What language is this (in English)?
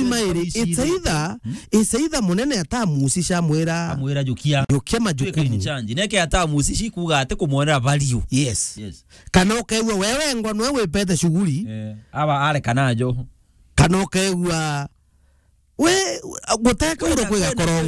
Meru